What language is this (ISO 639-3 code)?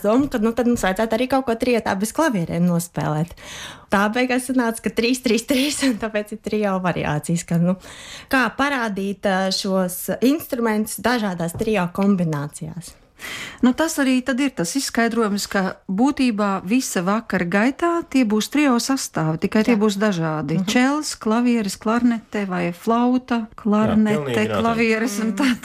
lav